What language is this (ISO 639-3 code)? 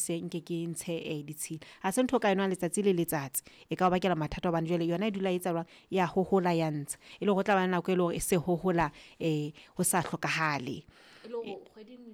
sot